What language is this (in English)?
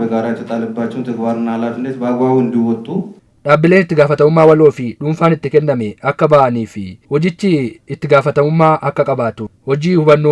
Oromo